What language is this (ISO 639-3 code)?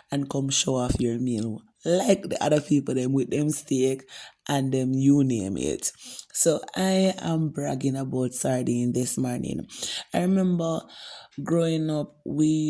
jam